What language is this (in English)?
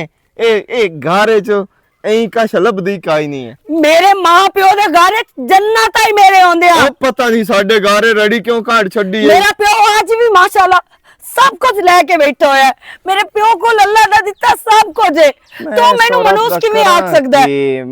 Western Panjabi